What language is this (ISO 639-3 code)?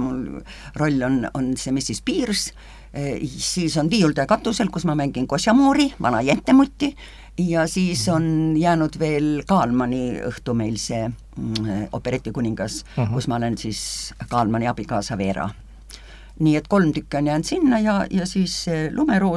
est